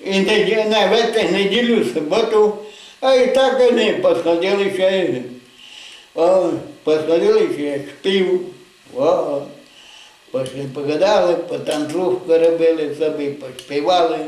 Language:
Rusyn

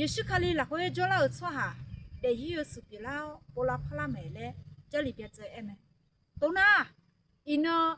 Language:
Akha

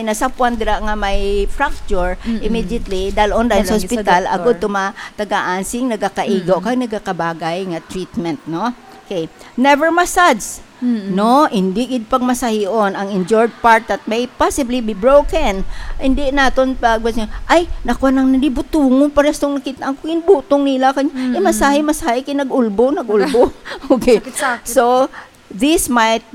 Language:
Hiligaynon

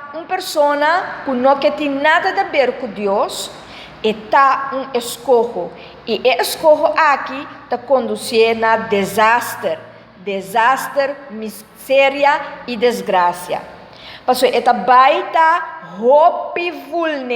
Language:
Papiamento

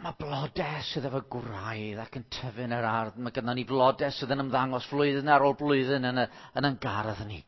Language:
Welsh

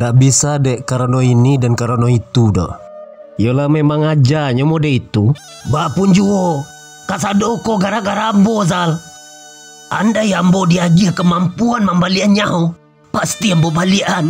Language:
Minangkabau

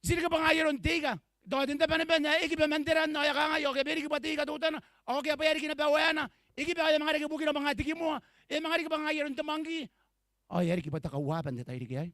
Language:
Gilbertese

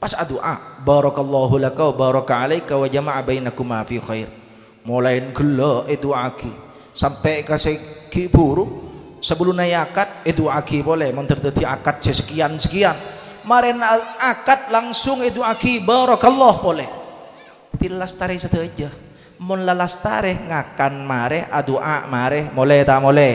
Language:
Madurese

